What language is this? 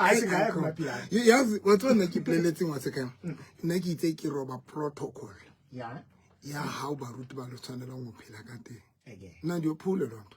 Southern Sotho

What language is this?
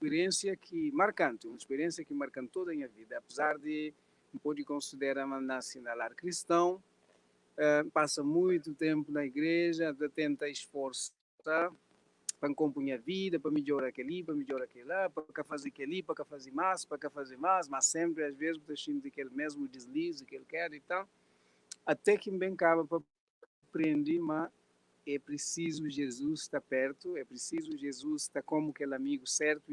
Kabuverdianu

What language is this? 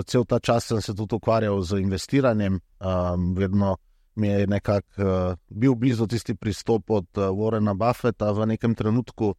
Slovenian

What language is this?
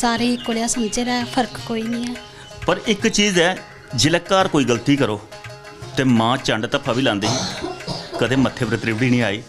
Dogri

